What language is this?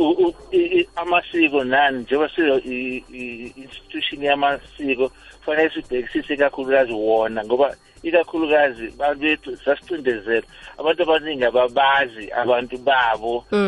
South Ndebele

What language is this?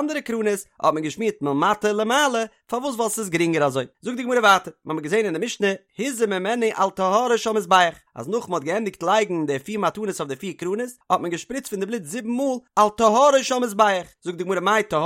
Yiddish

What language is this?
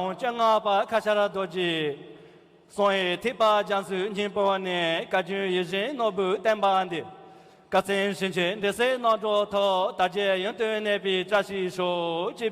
Tibetan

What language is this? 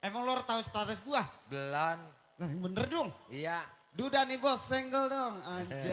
Betawi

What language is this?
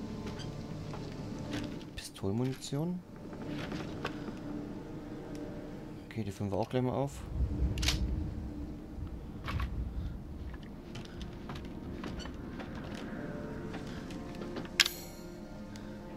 German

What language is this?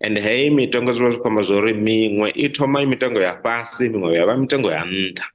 Venda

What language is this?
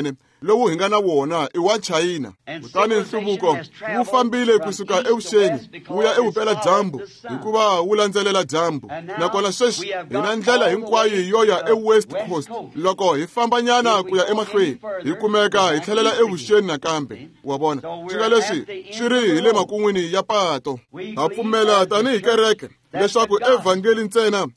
Tsonga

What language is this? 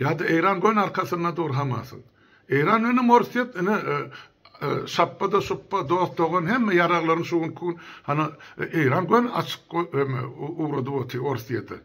Turkmen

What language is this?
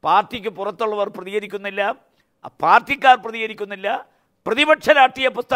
Malayalam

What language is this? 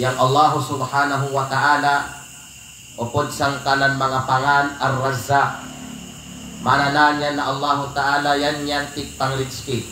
Kalagan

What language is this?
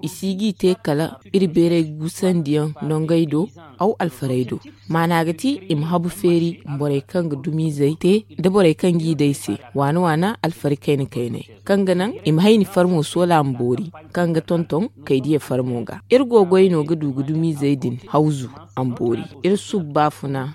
Zarma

